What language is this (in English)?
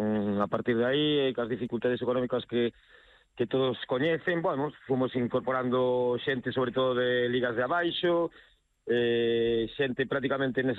Galician